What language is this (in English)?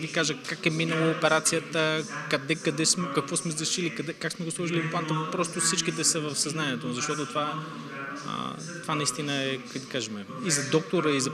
Bulgarian